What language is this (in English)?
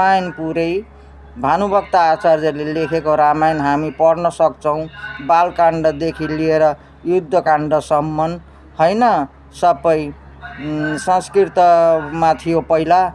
Nepali